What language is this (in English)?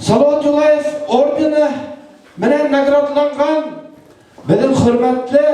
Bashkir